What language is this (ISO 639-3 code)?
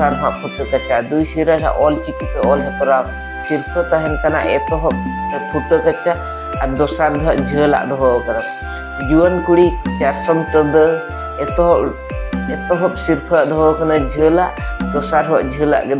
sat